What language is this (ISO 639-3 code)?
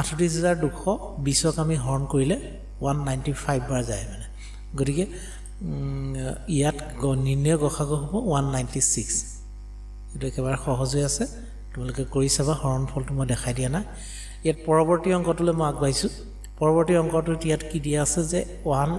asm